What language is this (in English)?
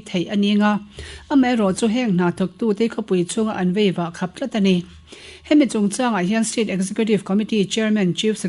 Mizo